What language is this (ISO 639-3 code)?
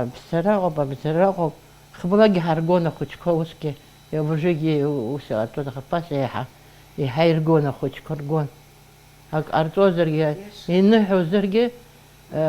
abk